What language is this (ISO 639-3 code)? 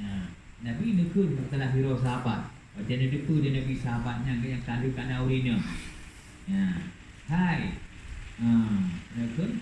ace